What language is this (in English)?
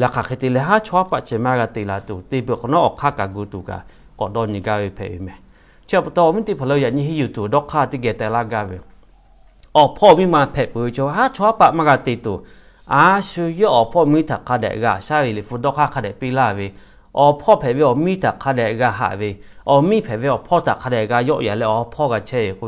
Lahu